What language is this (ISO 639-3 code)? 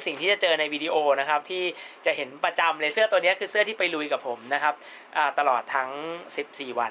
tha